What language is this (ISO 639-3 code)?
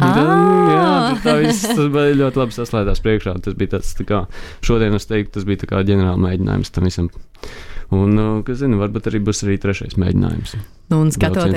lav